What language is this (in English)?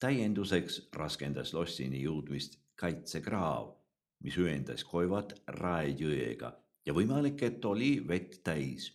Estonian